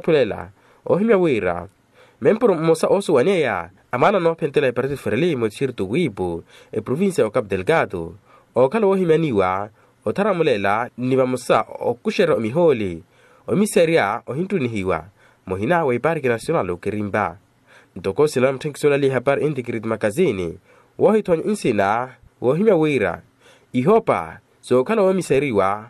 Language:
Makhuwa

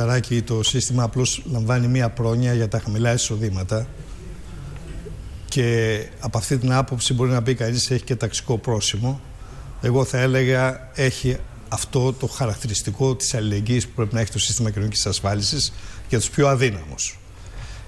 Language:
Greek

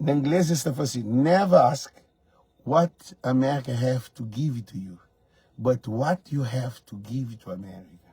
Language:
Kabuverdianu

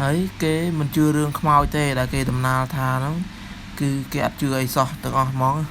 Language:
Khmer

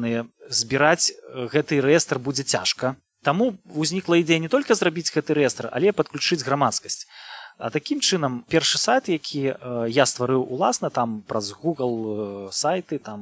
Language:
Belarusian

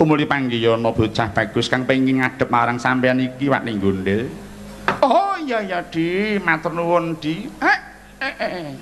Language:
Javanese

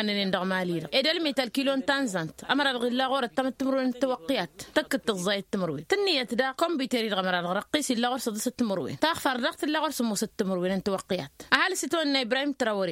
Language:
Tamasheq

